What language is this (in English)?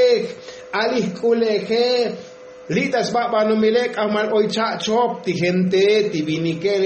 Tzotzil